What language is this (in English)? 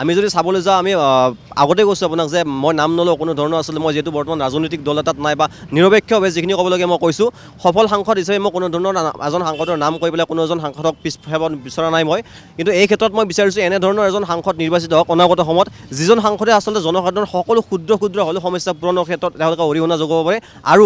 Assamese